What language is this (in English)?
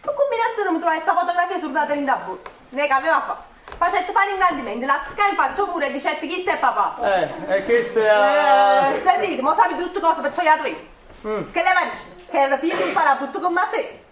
Neapolitan